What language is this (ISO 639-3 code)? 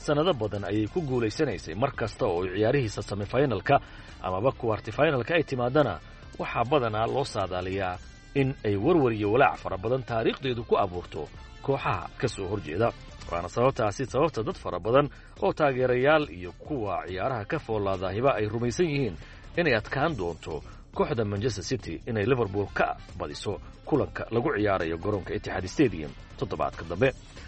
som